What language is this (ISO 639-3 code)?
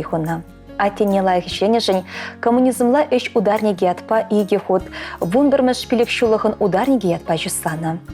chv